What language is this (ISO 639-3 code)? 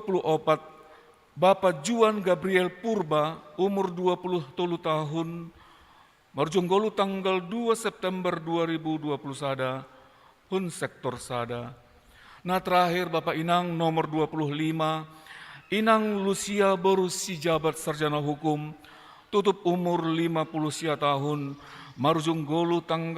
bts